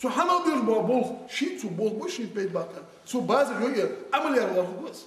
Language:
Ingush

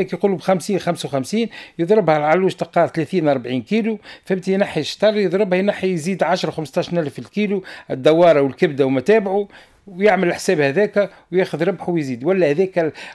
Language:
Tunisian Arabic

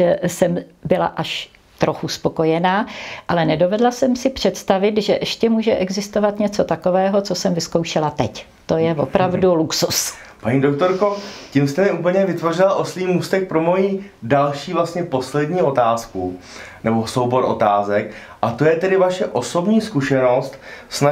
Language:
Czech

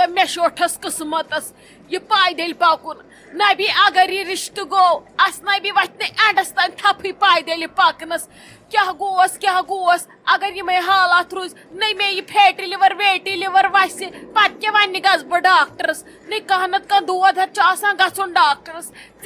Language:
Kashmiri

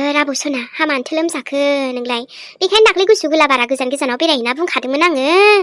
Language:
Bodo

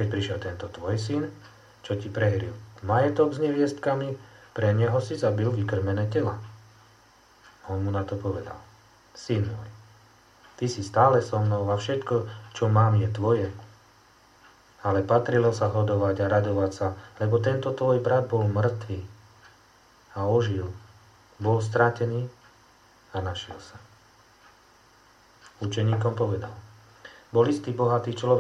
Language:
Slovak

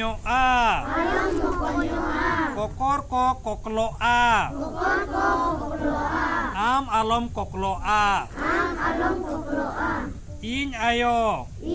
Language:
Santali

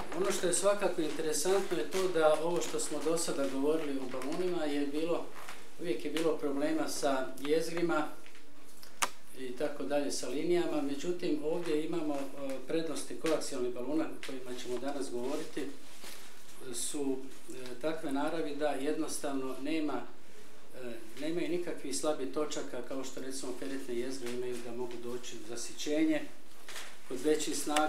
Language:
Croatian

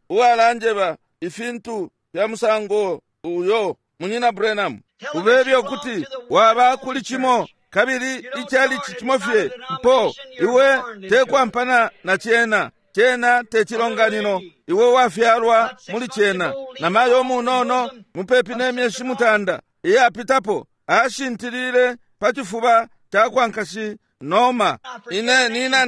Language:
Bemba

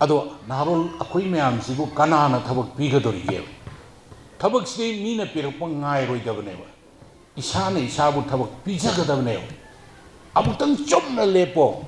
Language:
Manipuri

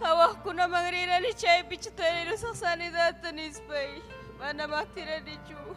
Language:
Ayacucho Quechua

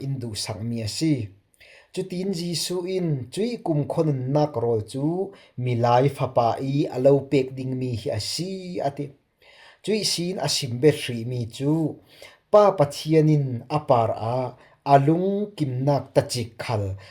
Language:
Falam Chin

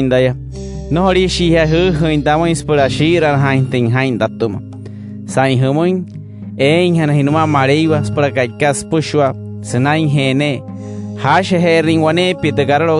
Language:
Wayuu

